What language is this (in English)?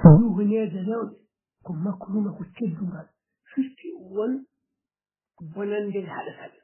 Fula